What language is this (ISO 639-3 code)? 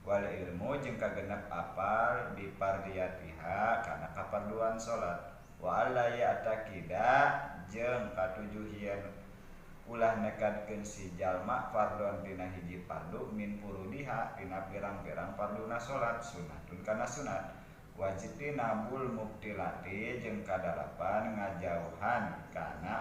sun